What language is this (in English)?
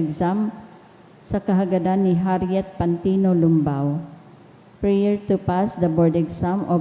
Bikol